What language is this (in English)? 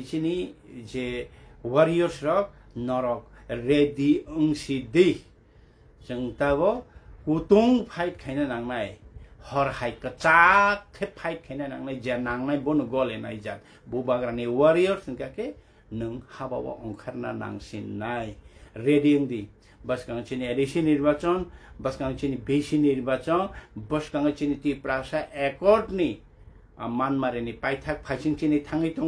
Kok Borok